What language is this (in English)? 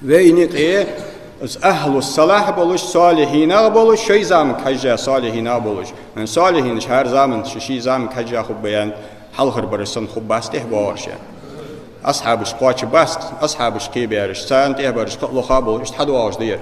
Ingush